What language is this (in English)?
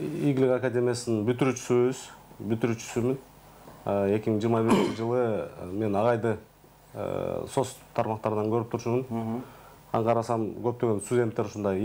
Kyrgyz